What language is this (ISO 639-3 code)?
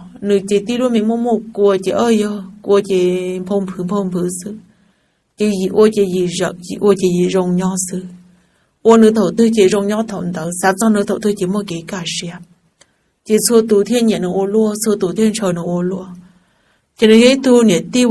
hmn